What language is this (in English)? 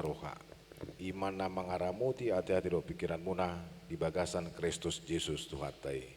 Batak Toba